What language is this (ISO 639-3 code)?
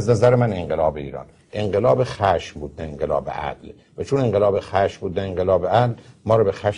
fas